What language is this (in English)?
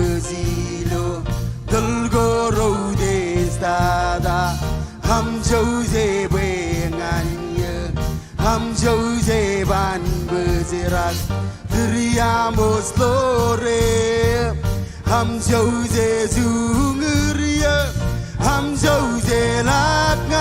Marshallese